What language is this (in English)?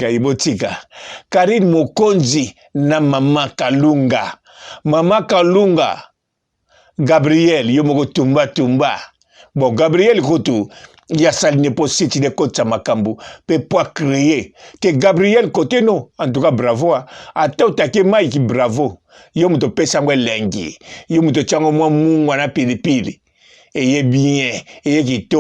Lingala